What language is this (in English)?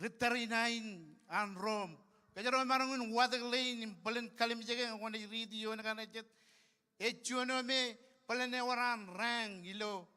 Marshallese